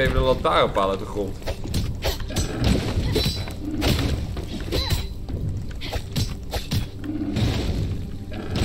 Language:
Dutch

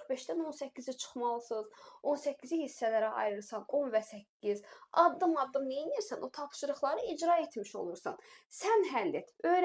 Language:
Azerbaijani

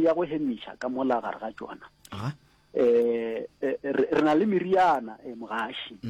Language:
Northern Sotho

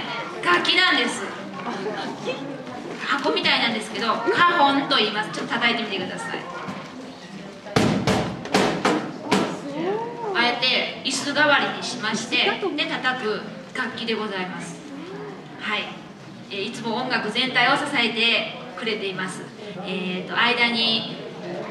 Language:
Japanese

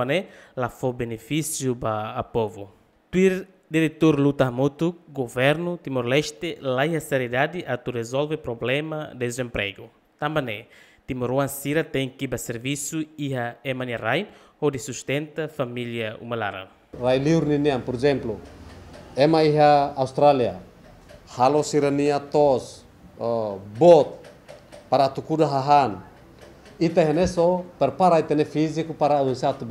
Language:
Tetum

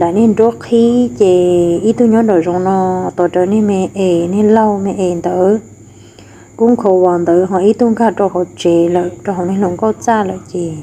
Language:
Hmong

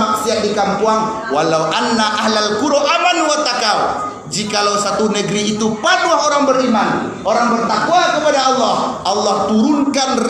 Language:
Minangkabau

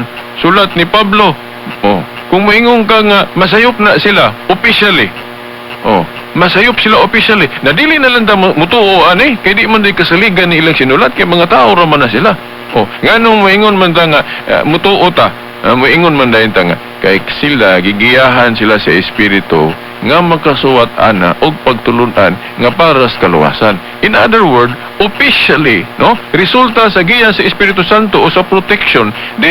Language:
Cebuano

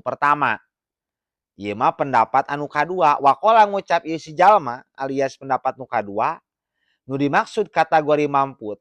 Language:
Sundanese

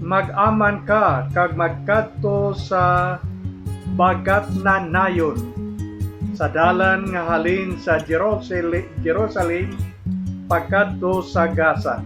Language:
Hiligaynon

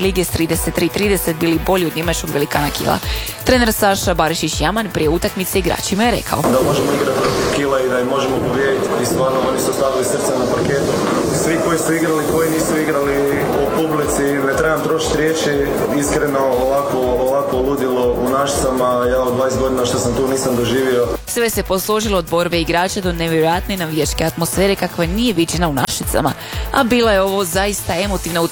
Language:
Croatian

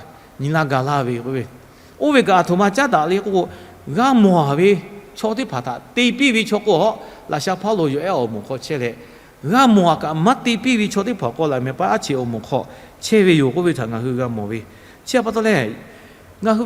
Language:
Lahu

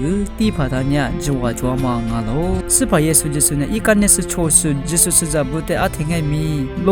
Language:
Lisu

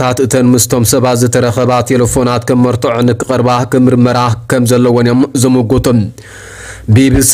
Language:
Tigrinya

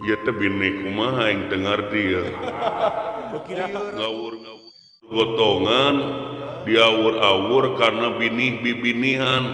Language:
Sundanese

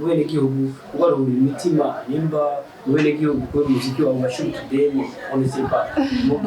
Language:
Rundi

